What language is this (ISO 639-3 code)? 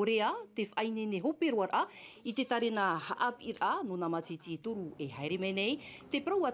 tah